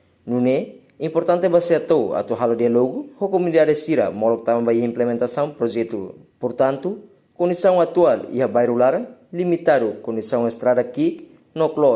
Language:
Tetum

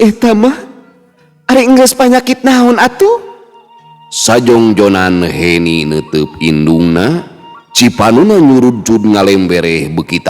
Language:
Sundanese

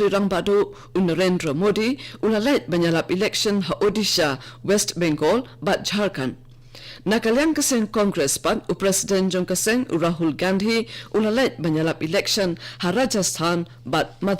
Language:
Khasi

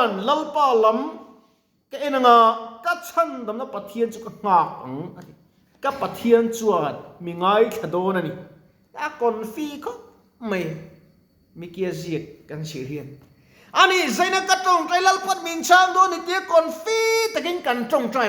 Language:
Mizo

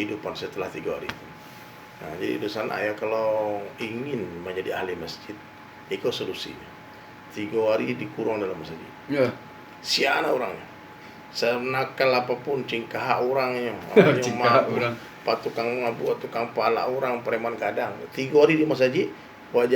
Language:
Minangkabau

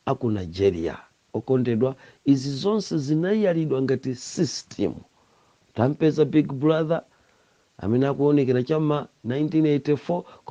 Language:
Nyanja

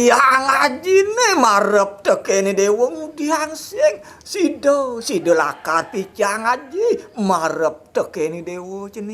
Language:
Balinese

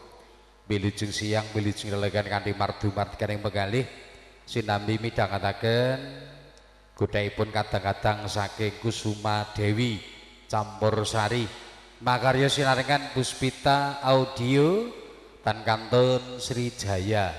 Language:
Javanese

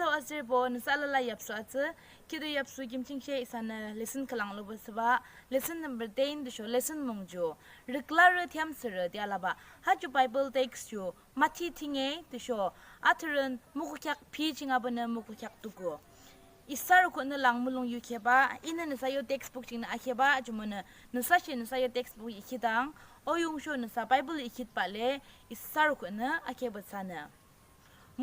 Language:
Yimchungru Naga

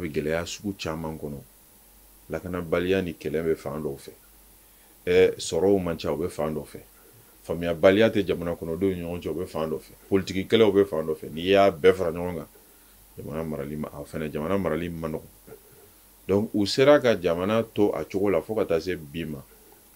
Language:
Bambara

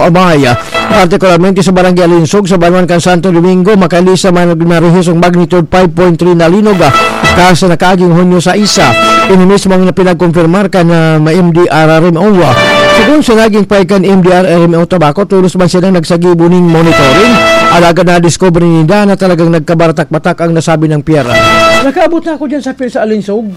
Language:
Bikol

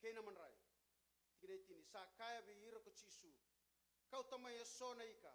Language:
Fijian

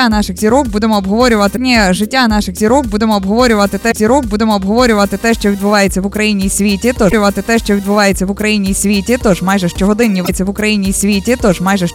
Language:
Ukrainian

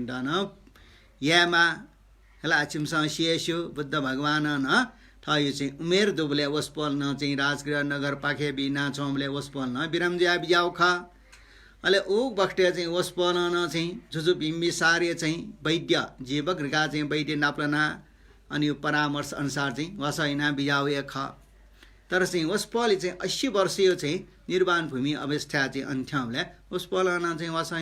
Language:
Newari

